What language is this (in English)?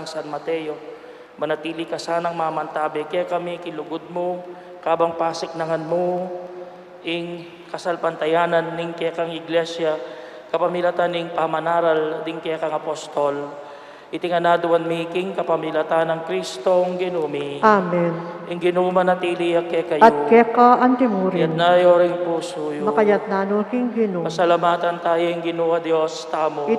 Pampanga